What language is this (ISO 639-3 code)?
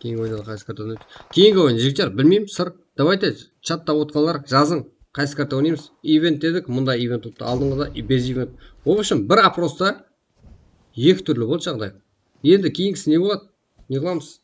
kaa